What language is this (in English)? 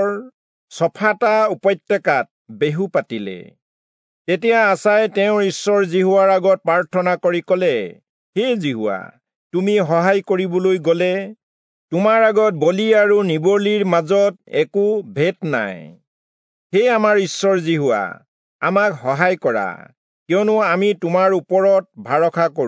Assamese